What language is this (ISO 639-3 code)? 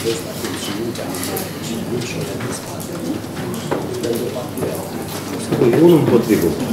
ron